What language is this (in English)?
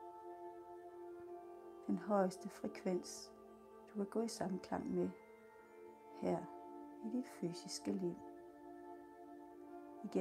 Danish